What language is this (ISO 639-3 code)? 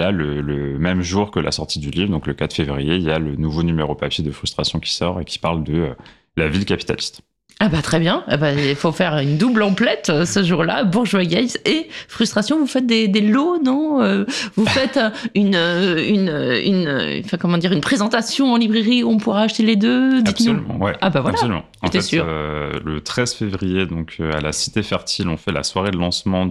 fra